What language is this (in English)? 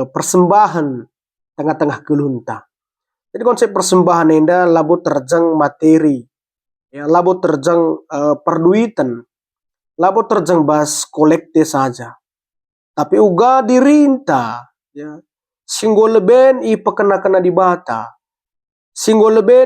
Batak Karo